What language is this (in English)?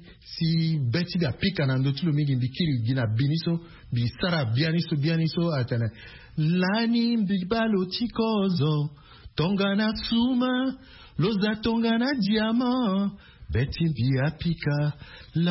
Sango